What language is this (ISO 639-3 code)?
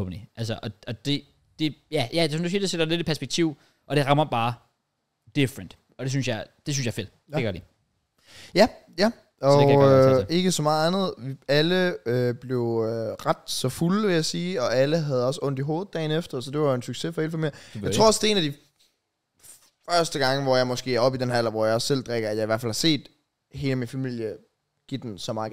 dan